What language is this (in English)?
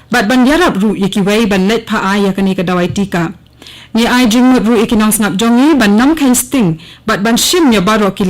Khasi